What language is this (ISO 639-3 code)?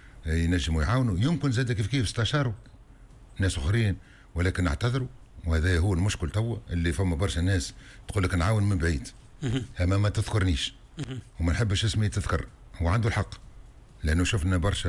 aeb